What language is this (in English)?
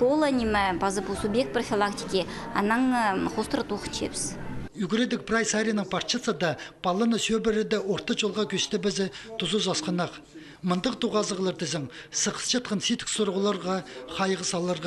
Khakas